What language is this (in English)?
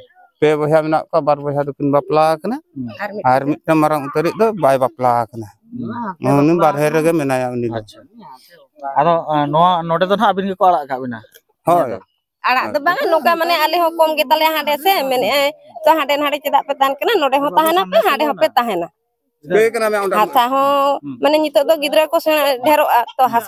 Santali